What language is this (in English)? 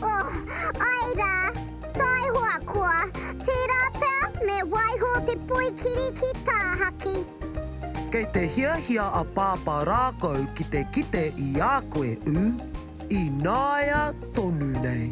Māori